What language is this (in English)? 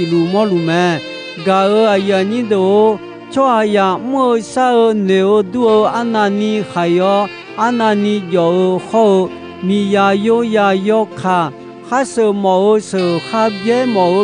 Akha